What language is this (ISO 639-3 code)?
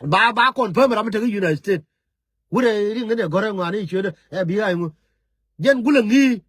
nus